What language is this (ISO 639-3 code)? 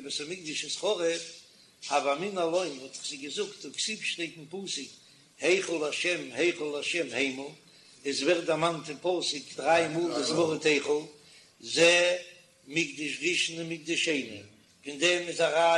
yid